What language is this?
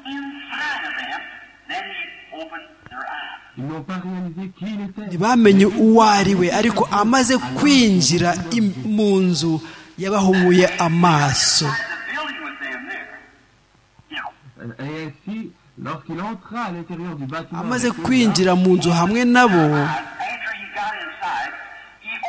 Kinyarwanda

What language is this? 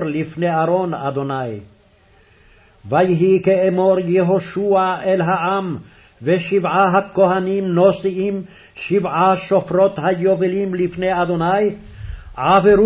Hebrew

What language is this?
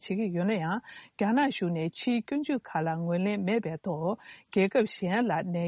Tibetan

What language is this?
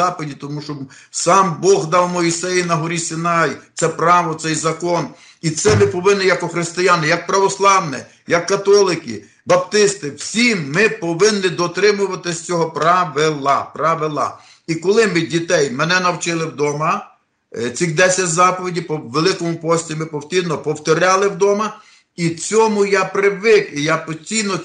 Ukrainian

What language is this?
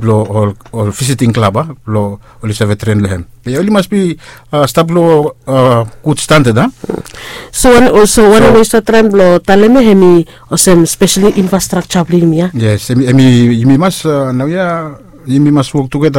Bislama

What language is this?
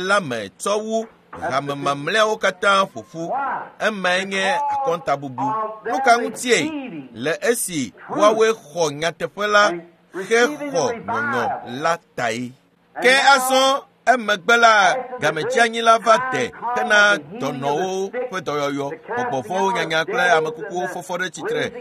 Ewe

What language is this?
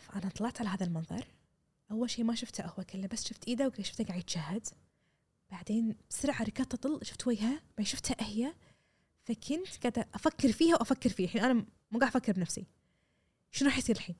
Gulf Arabic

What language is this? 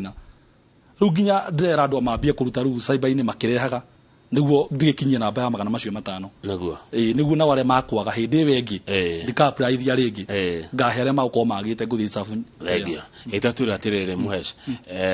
Kikuyu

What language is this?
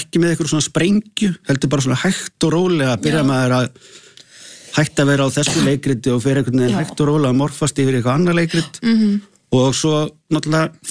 Icelandic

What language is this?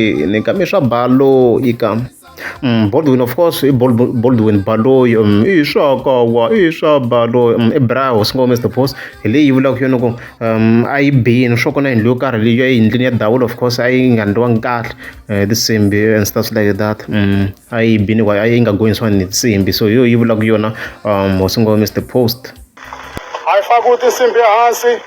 Tsonga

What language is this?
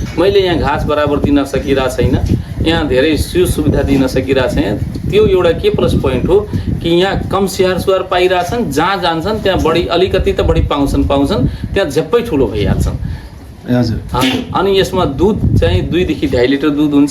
Nepali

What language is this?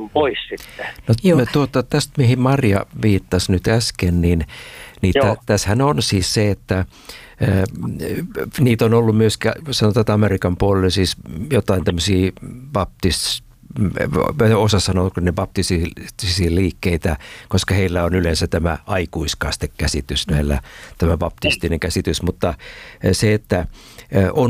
Finnish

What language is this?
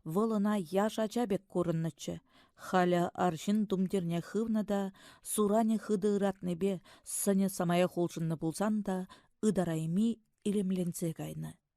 Chuvash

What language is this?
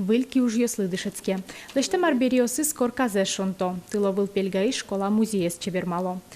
Udmurt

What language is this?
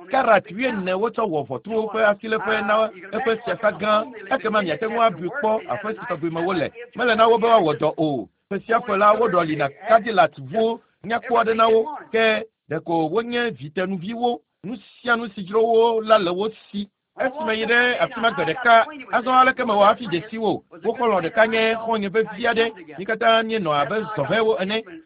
Ewe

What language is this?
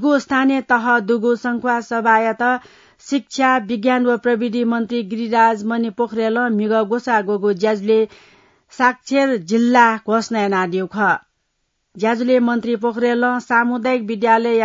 Newari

